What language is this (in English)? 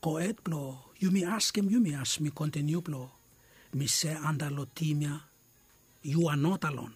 Bislama